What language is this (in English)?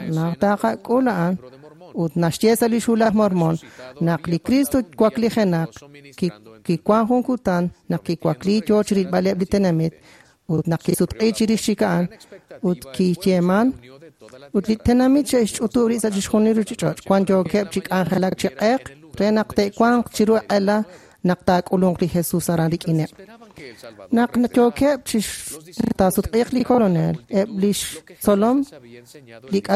Kekchí